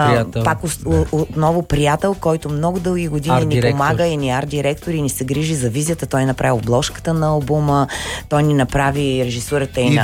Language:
Bulgarian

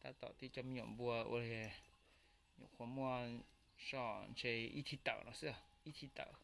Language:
Hmong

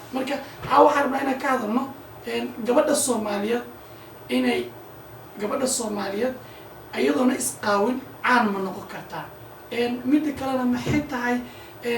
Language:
Somali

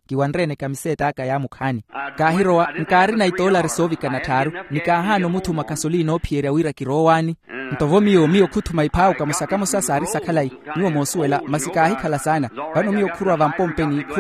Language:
Makhuwa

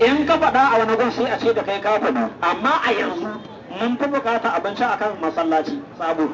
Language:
Hausa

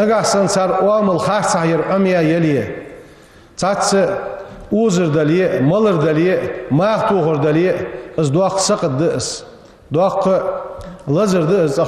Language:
Ingush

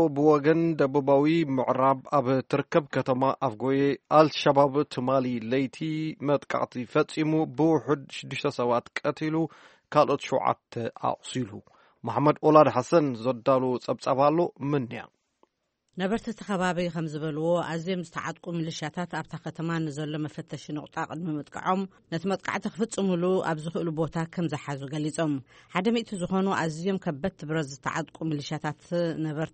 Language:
Tigrinya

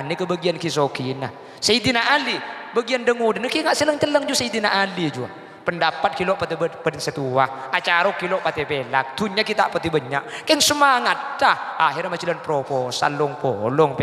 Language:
Madurese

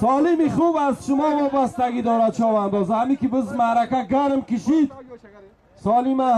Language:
Tajik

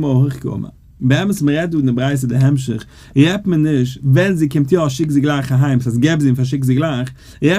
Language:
Yiddish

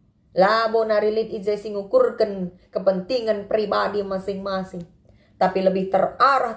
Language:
Batak Karo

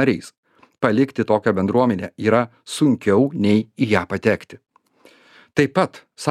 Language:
Lithuanian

